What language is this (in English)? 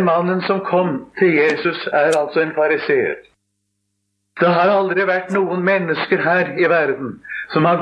Norwegian